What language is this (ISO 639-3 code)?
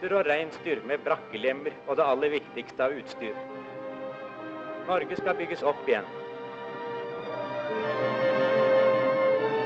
nor